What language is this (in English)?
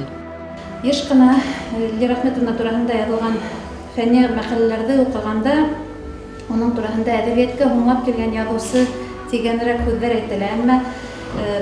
Bashkir